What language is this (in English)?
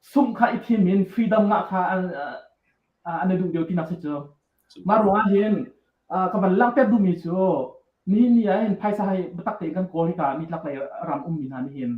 Hakha Chin